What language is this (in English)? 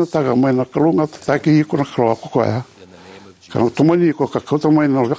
Fijian